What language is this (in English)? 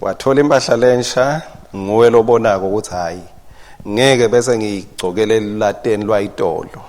Swati